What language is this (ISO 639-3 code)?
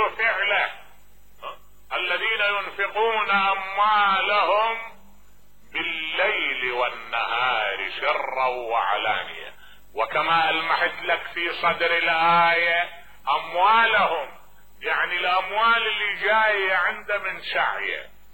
acm